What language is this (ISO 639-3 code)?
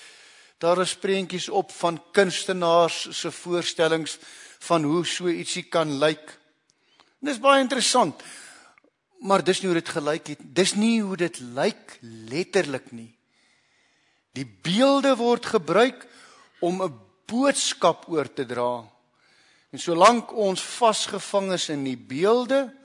afr